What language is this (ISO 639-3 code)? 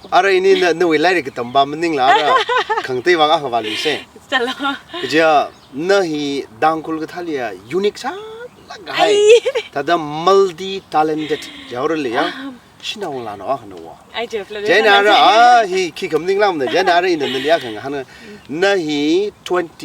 nmf